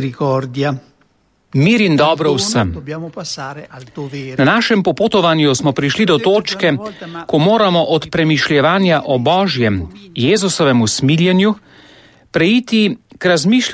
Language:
Slovenian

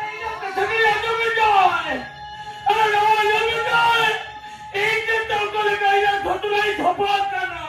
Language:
Santali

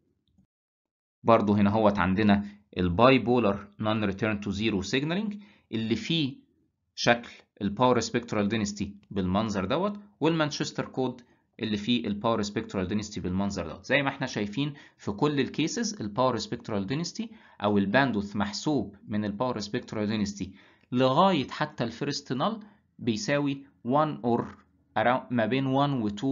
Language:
Egyptian Arabic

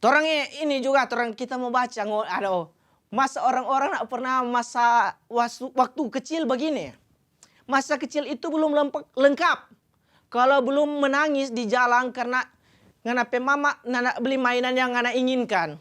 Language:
Manado Malay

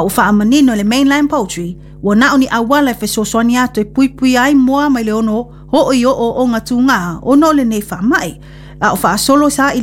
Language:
Samoan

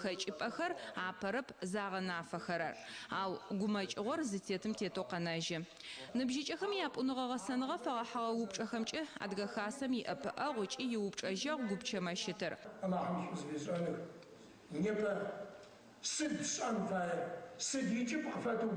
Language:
Adyghe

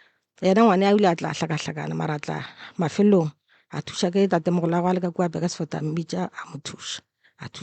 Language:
Northern Sotho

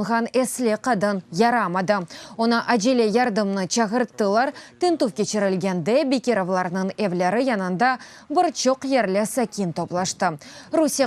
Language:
Crimean Tatar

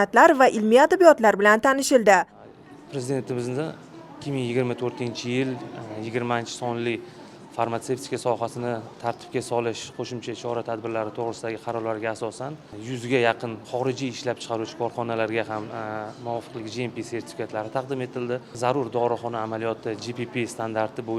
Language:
Uzbek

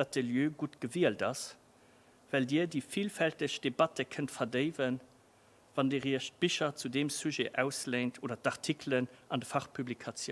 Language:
Luxembourgish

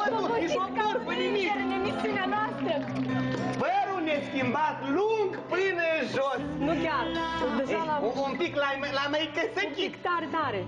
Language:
Romanian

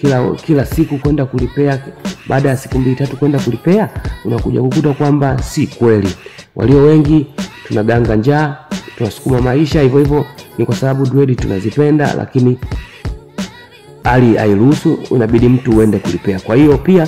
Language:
Swahili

